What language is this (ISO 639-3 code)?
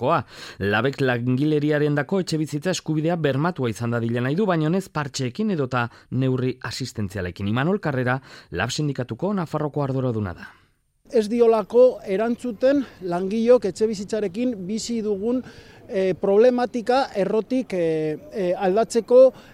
eus